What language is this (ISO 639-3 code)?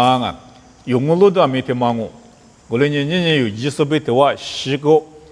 lis